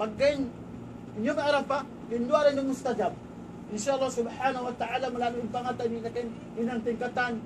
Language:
Tausug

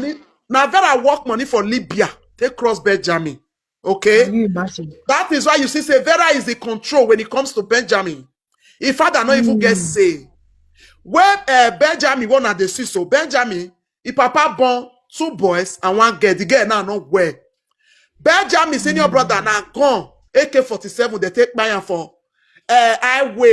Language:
Nigerian Pidgin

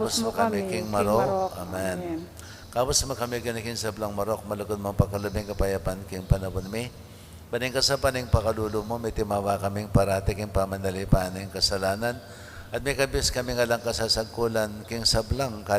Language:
Pampanga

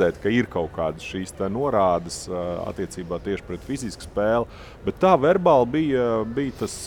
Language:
Latvian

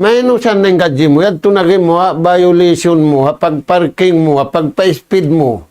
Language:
Tausug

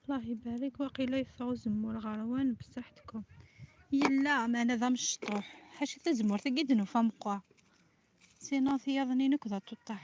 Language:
Kabyle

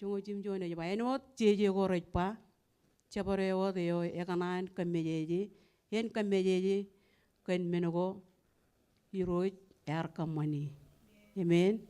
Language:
Marshallese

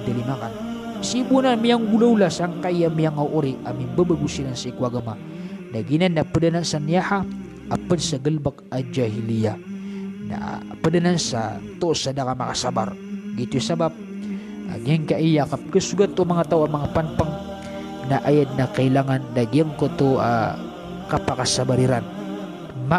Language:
Maranao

